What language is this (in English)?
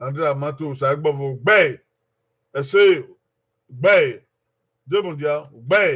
Bini